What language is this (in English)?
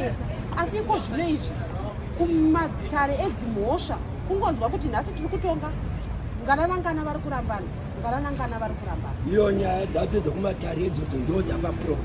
Shona